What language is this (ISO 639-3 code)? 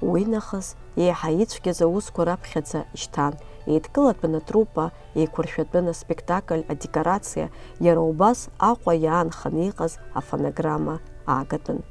abk